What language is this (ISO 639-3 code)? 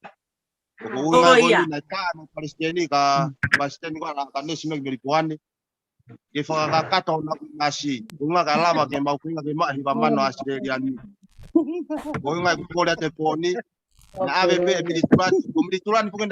ton